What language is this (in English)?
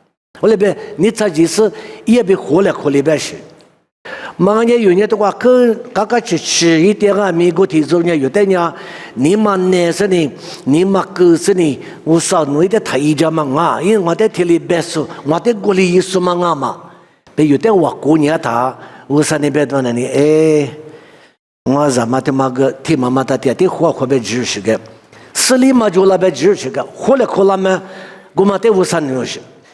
Lisu